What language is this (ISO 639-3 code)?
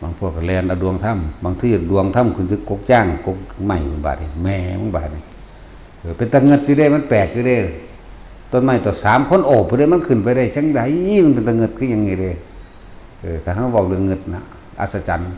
tts